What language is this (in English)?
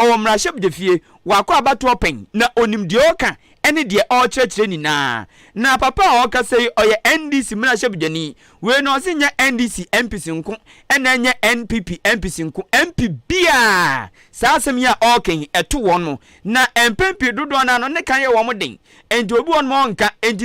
Akan